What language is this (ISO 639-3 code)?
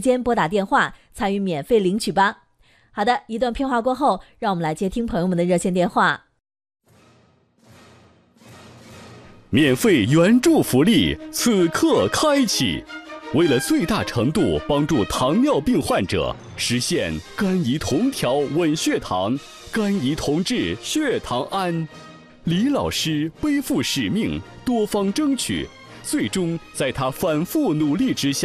zho